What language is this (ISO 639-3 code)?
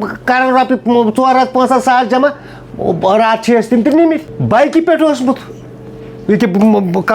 kas